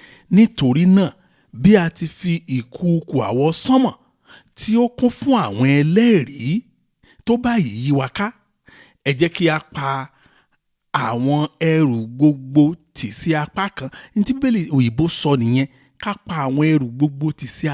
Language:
Yoruba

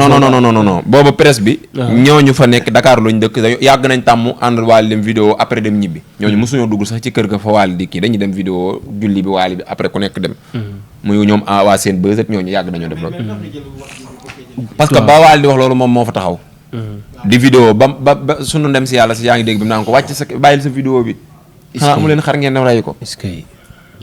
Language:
Wolof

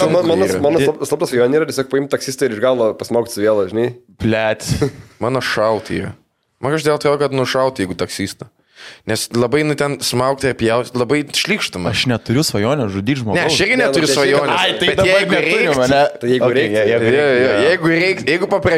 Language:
Lithuanian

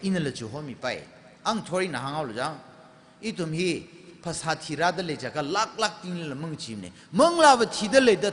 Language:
Tangkhul Naga (India)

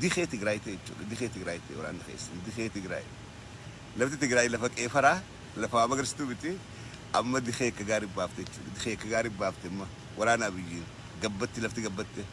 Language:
Oromo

